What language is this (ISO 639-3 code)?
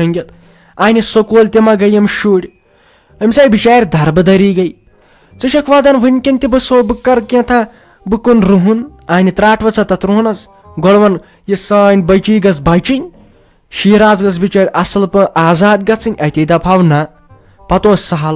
kas